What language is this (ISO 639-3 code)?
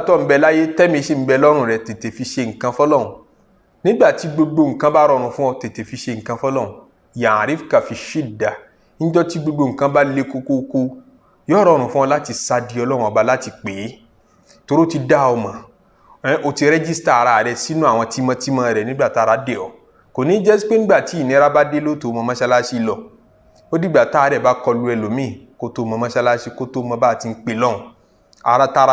yor